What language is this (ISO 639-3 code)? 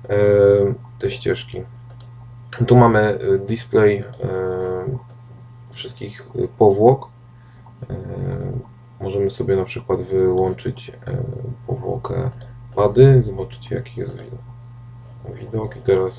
pol